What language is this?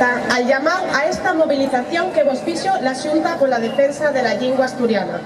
Asturian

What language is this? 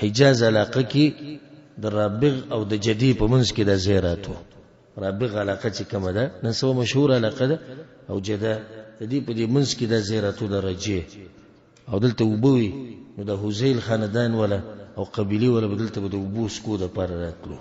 Pashto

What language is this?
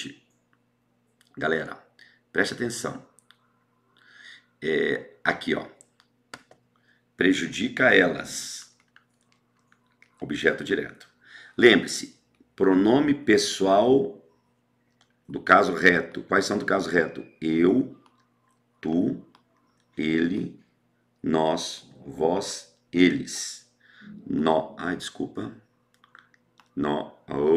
Portuguese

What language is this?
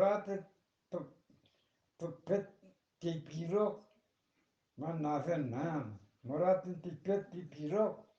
Eastern Balochi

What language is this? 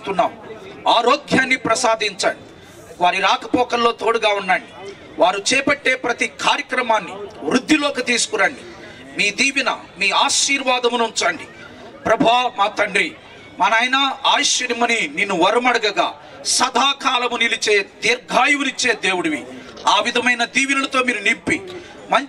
Telugu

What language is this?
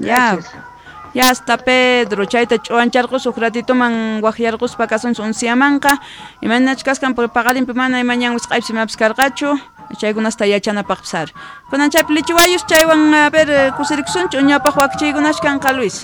South Bolivian Quechua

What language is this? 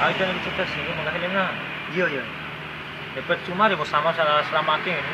Bima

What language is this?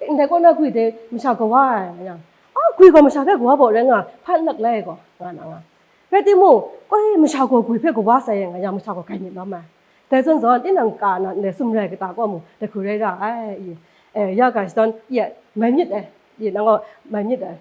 Kachin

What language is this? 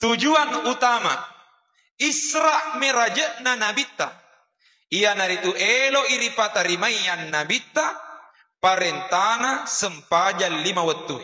Buginese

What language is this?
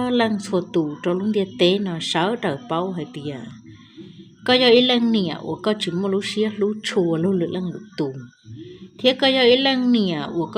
Hmong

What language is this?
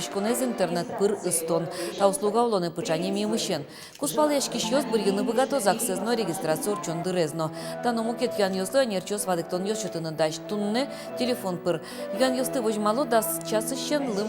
Udmurt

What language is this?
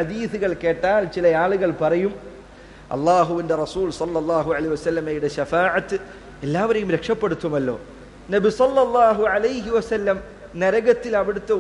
Malayalam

